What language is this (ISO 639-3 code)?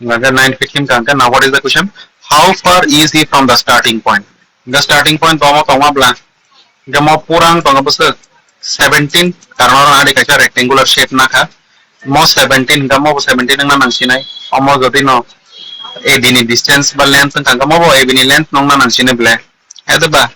trp